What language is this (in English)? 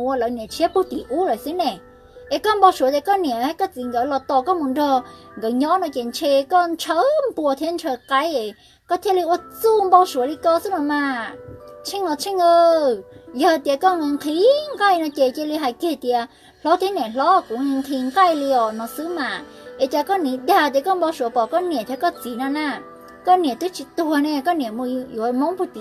Hmong